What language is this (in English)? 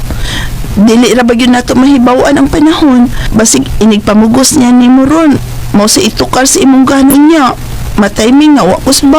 Cebuano